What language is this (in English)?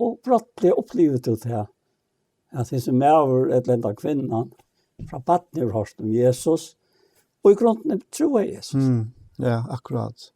Faroese